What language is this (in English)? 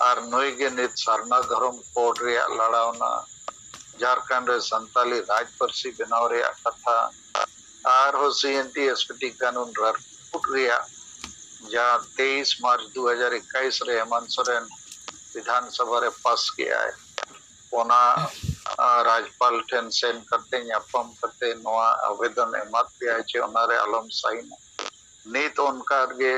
Santali